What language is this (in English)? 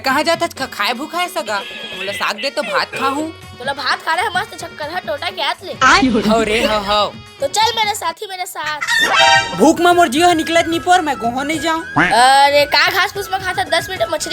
Chhattisgarhi